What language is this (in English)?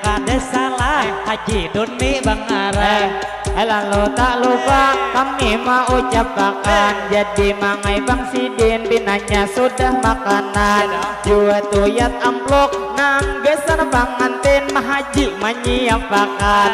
Banjar